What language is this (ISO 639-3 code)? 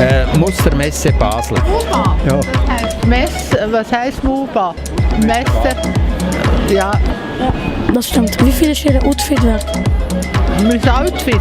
gsw